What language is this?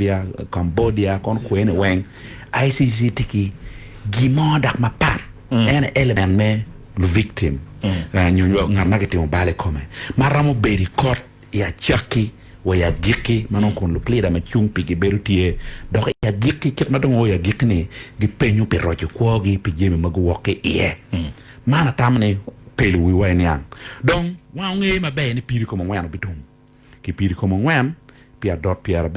Acoli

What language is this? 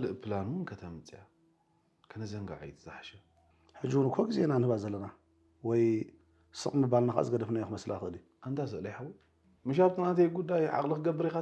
Tigrinya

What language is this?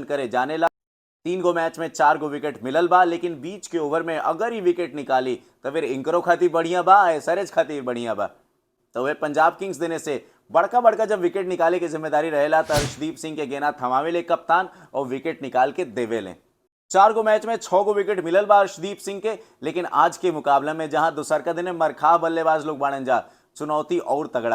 Bhojpuri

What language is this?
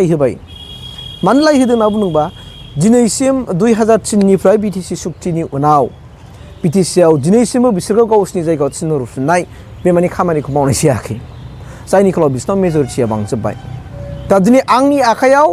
Bodo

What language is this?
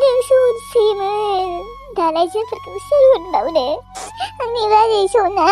Bodo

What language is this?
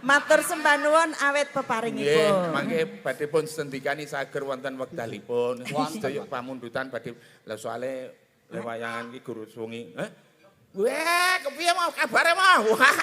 Javanese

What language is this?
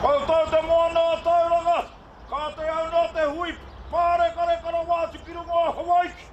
Māori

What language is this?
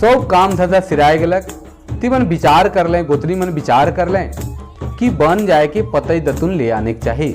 Sadri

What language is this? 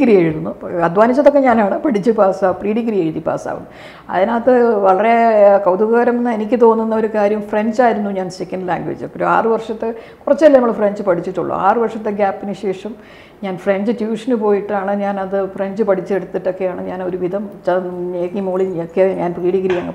Malayalam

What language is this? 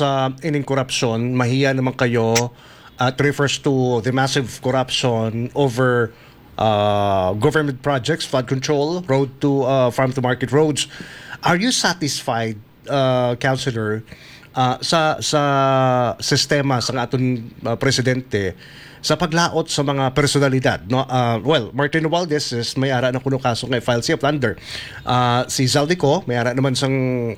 Hiligaynon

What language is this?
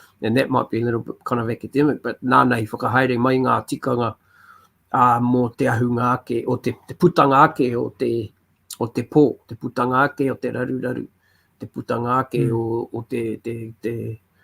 Māori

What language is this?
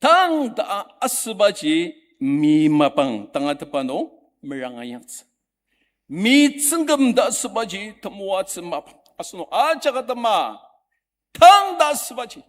Ao Naga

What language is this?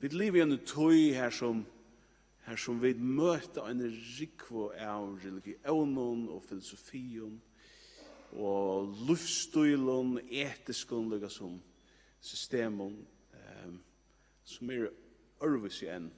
Faroese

